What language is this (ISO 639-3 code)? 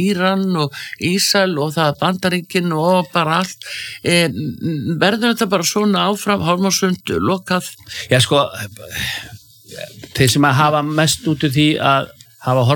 isl